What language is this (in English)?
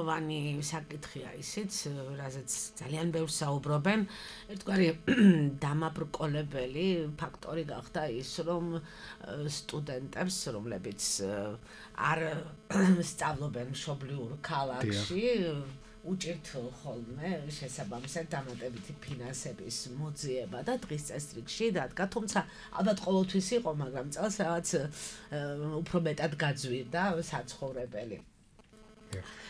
Georgian